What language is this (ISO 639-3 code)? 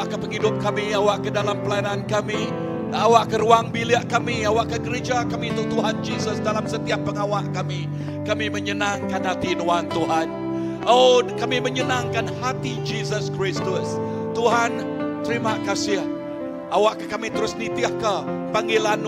iba